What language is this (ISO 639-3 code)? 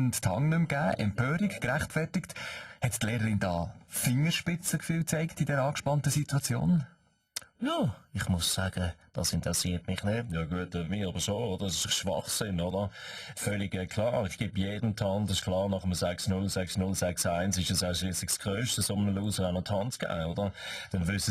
gsw